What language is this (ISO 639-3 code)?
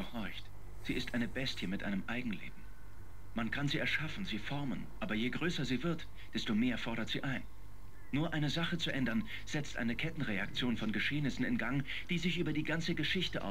gsw